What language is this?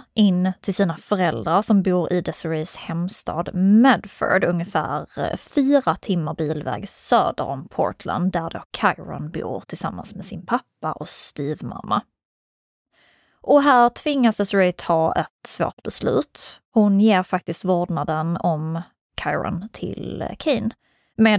Swedish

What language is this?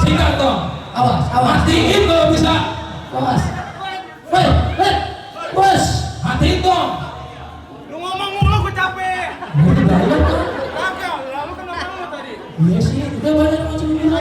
Betawi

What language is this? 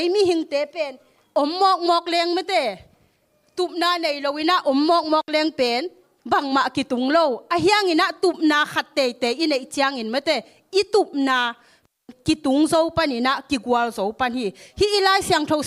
Tedim Chin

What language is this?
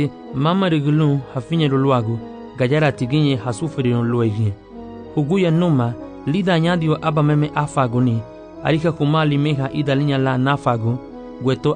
Garifuna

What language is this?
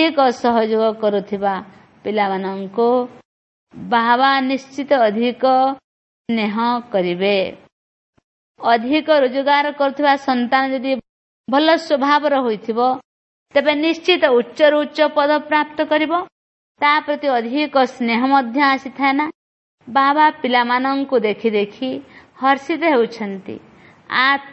Odia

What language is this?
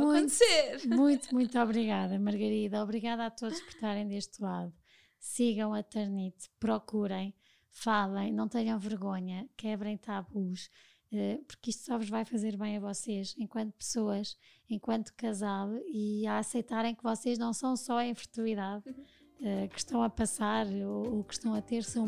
Portuguese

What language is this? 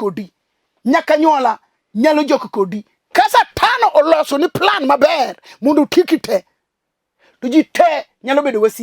Luo (Kenya and Tanzania)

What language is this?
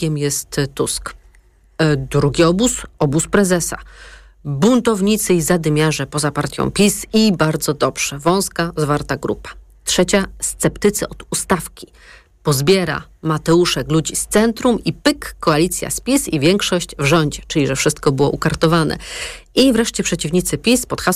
Polish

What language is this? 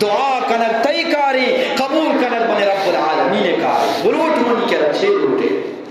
Eastern Balochi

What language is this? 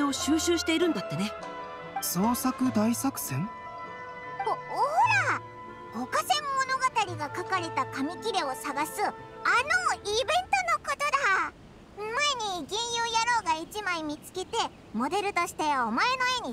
Japanese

